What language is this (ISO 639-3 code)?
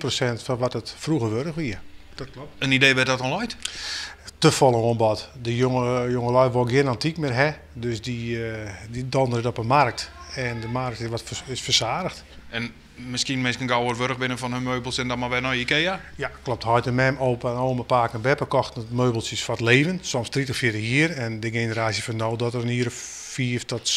fry